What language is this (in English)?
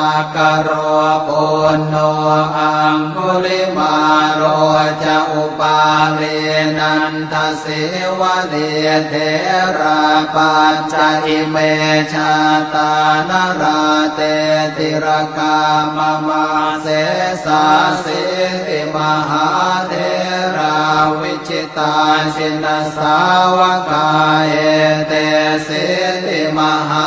Pali